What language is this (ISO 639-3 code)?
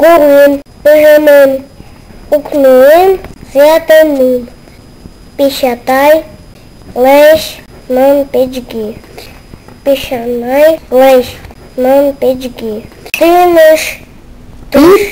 udm